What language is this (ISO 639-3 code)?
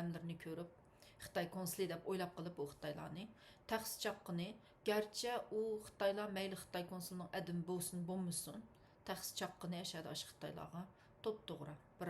uig